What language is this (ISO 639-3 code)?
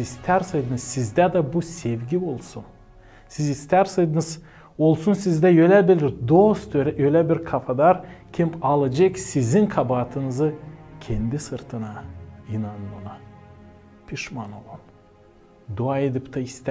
gag